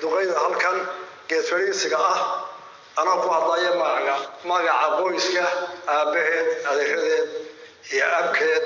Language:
Somali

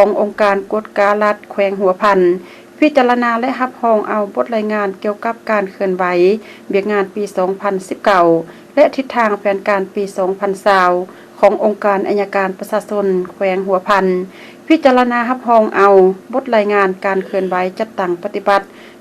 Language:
Lao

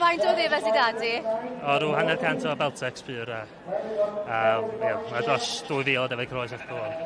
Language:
Welsh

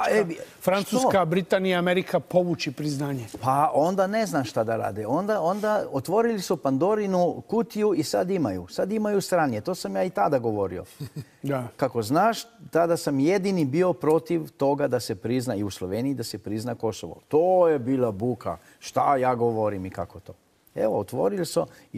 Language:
Serbian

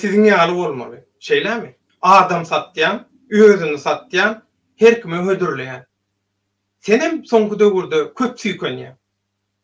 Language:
Turkmen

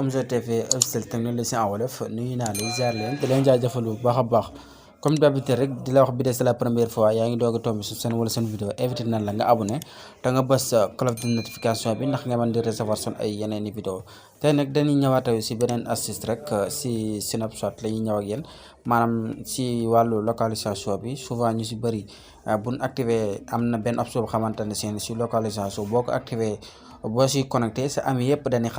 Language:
Wolof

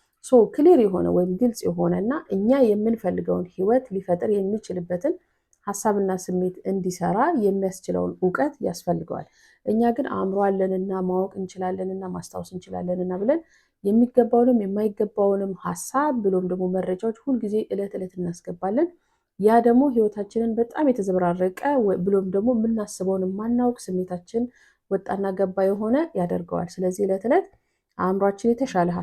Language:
Amharic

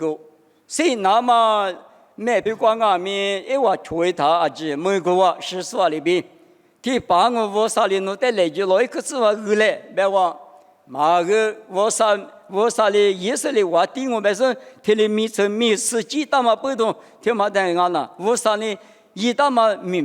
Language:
Lisu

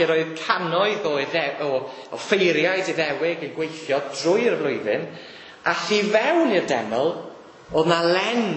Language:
Welsh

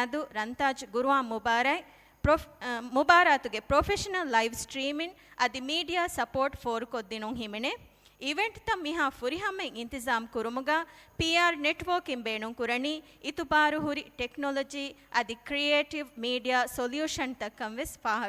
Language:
Divehi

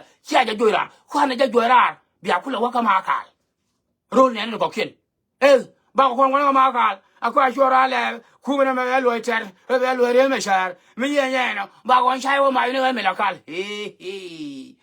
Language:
Nuer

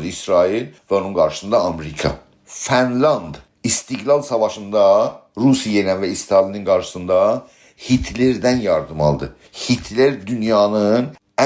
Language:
South Azerbaijani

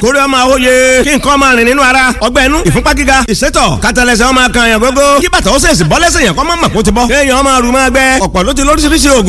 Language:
Yoruba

